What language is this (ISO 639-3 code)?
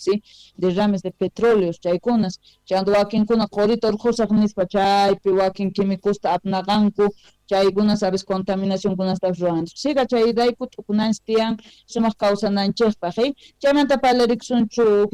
quh